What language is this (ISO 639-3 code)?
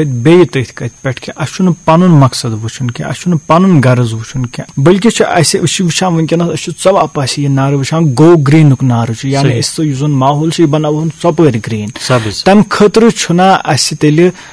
kas